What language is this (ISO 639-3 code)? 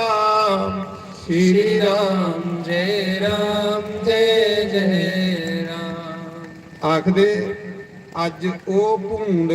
doi